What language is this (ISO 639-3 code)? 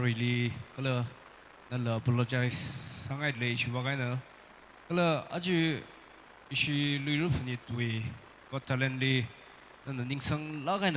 nmf